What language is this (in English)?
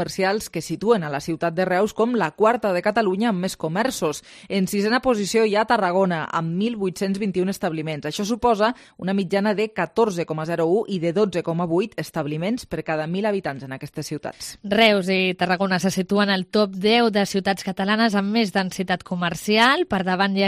Catalan